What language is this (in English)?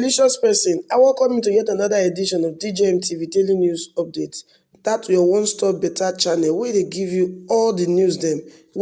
Nigerian Pidgin